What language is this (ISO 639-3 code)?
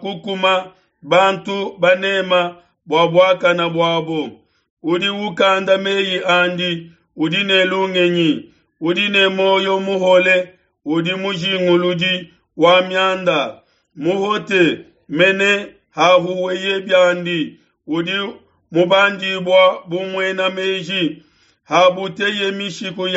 lua